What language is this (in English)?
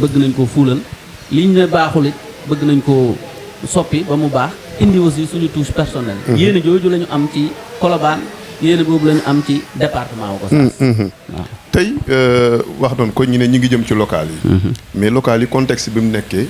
Wolof